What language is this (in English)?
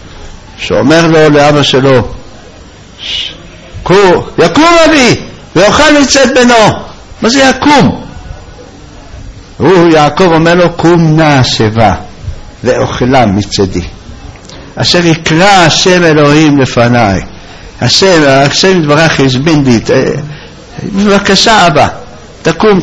Hebrew